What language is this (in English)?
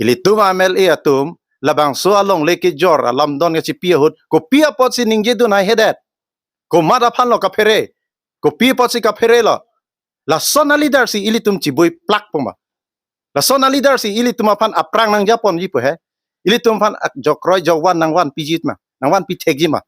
Karbi